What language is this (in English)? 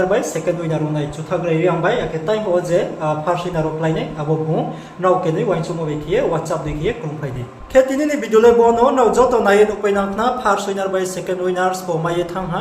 Riang (India)